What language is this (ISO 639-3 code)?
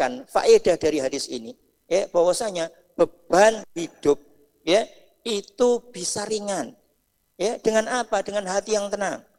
ind